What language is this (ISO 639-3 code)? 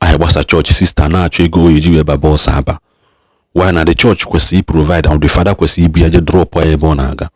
ibo